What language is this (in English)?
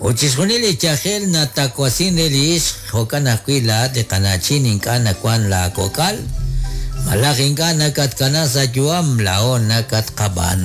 Kekchí